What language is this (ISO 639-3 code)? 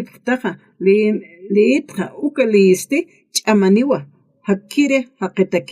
aym